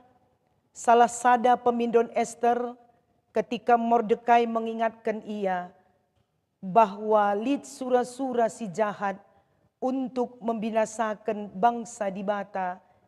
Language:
Batak Karo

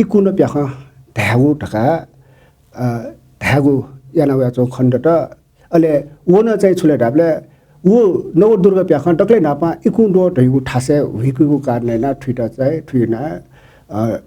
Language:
Newari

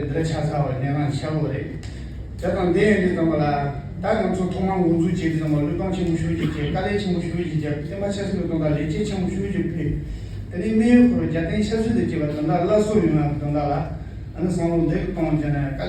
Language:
Tibetan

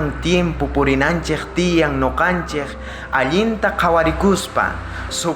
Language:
South Bolivian Quechua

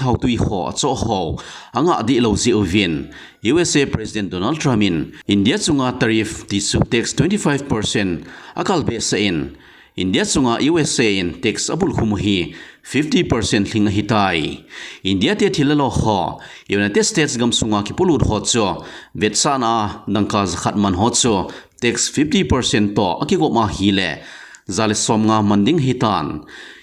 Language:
Thado Chin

